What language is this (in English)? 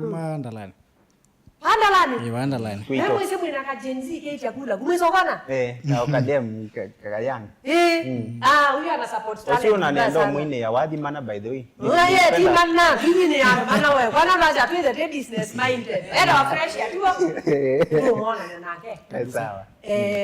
Kamba